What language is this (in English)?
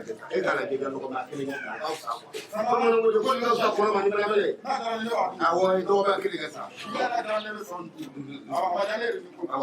Bambara